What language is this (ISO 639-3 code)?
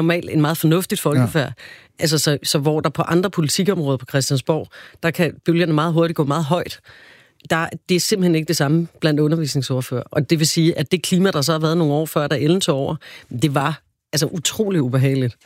dan